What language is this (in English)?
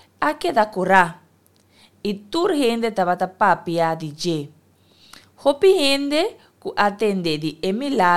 Papiamento